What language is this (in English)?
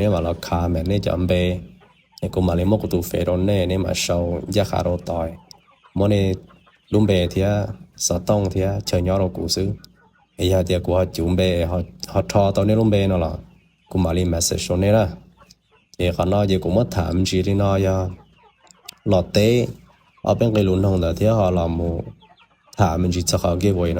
Hmong